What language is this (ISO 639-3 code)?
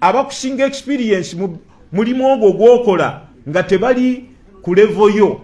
lug